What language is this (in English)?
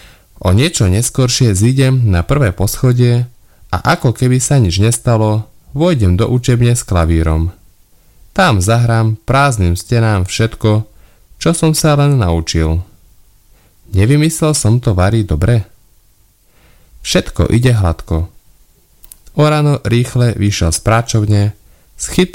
Slovak